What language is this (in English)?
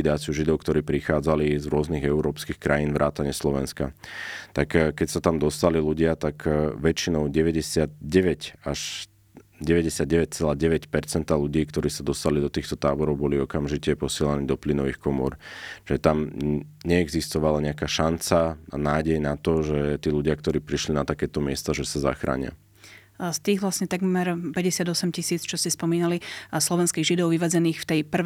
Slovak